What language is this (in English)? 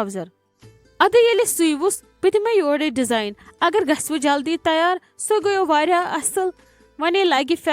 Kashmiri